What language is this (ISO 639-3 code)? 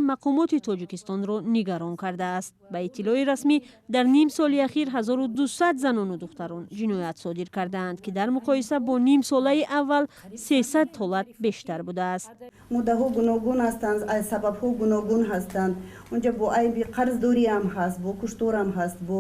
tgk